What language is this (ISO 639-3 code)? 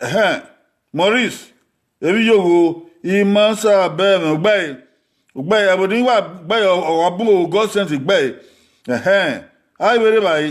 bin